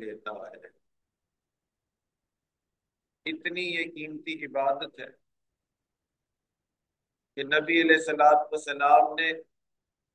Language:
Urdu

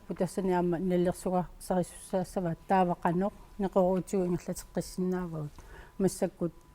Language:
Kalaallisut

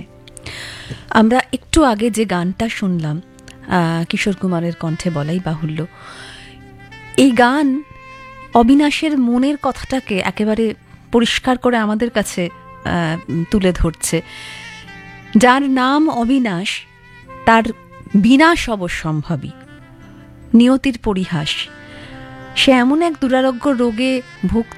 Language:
Bangla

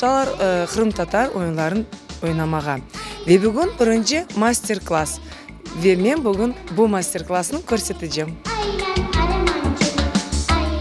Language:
Crimean Tatar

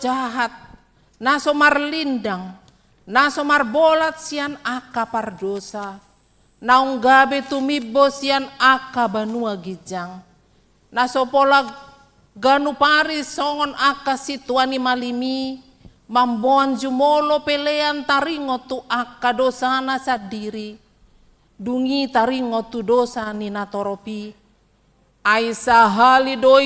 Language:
Batak Toba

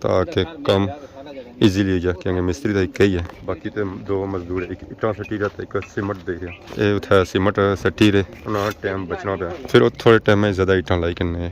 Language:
Pahari-Potwari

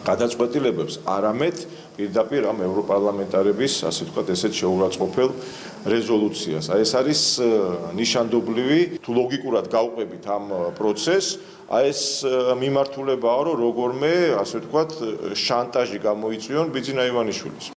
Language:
Georgian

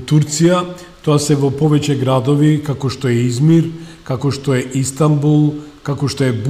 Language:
Macedonian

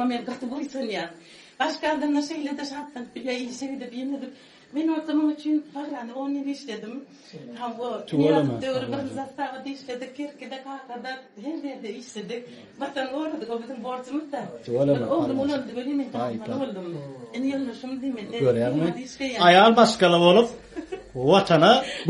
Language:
Turkmen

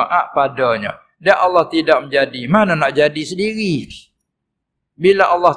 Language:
Malay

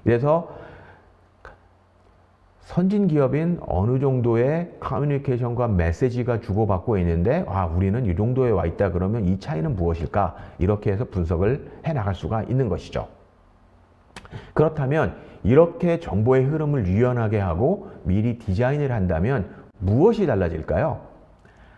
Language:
Korean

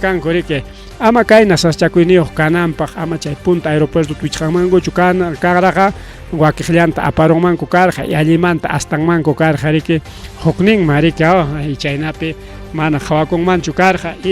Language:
Ayacucho Quechua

